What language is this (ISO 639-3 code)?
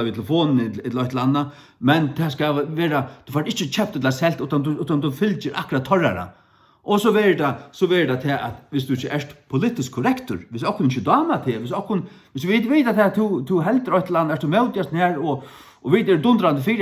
fao